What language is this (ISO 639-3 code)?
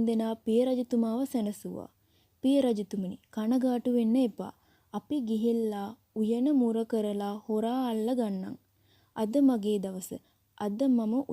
sin